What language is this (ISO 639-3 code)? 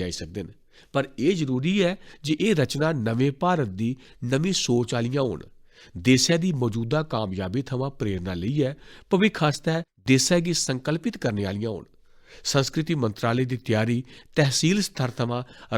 doi